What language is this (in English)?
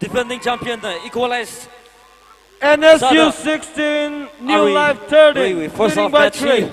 Tangkhul Naga (India)